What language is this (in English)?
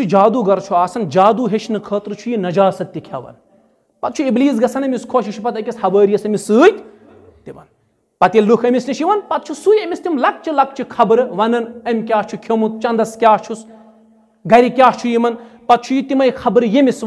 Kashmiri